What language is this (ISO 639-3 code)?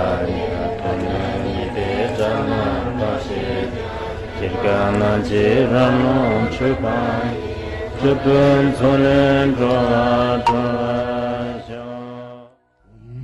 zho